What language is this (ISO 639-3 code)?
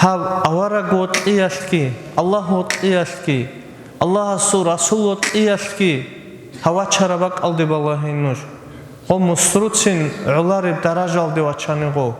ava